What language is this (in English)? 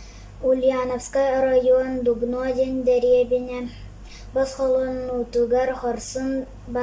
Yakut